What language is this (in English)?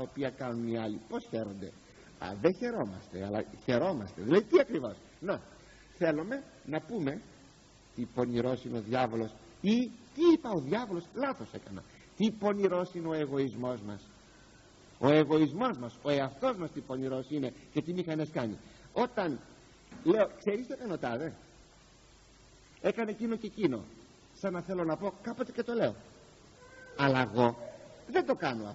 Greek